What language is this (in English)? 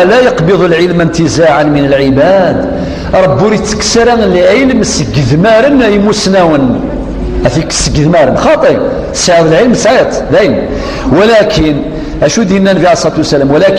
Kabyle